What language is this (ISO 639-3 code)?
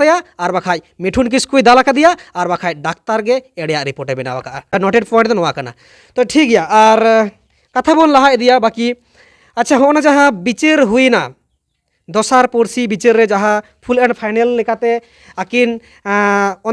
sat